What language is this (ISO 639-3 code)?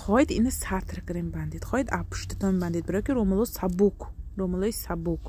tgk